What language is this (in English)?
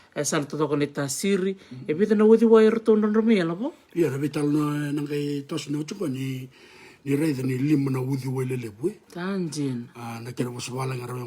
Fijian